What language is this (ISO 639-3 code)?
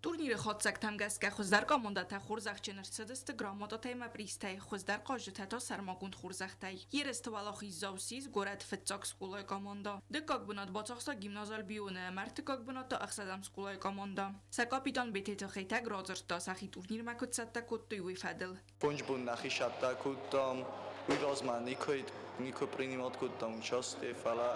oss